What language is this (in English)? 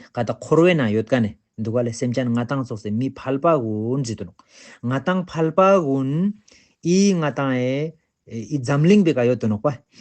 Ladakhi